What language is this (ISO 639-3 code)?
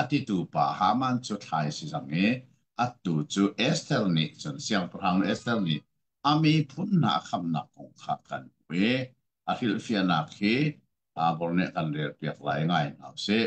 cnh